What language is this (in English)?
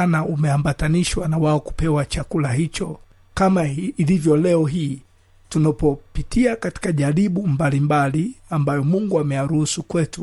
Swahili